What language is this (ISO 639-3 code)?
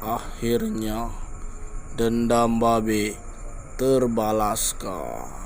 bew